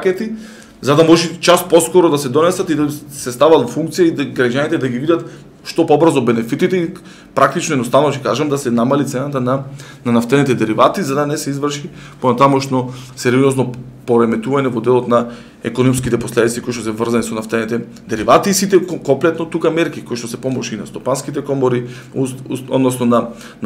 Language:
Macedonian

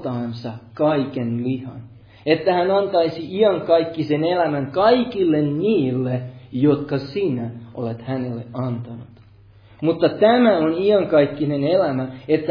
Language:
Finnish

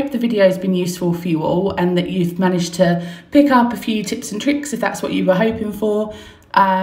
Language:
English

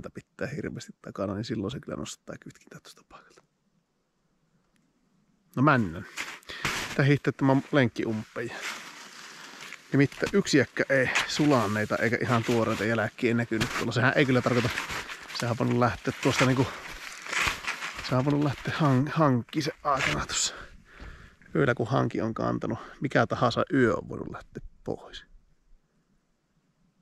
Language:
Finnish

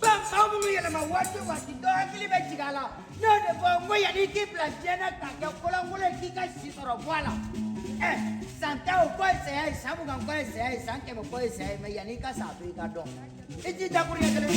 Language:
Bambara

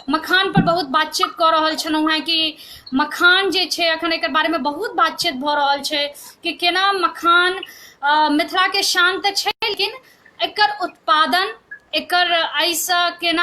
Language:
Maithili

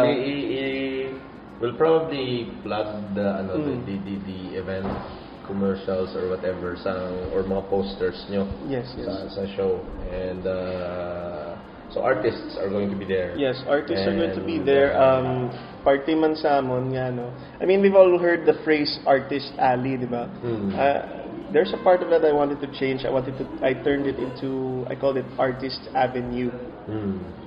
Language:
Hiligaynon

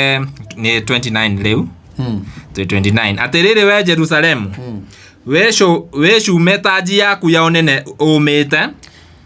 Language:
Kikuyu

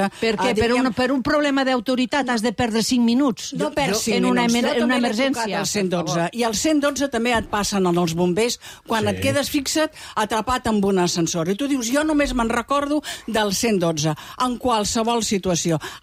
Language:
Catalan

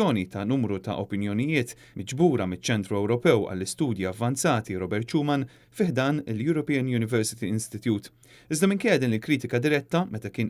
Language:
Maltese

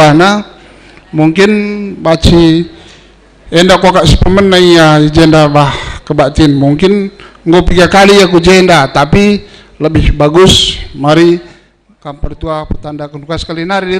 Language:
Batak Karo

